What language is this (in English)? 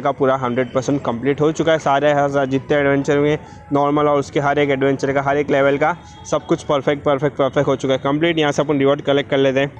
Hindi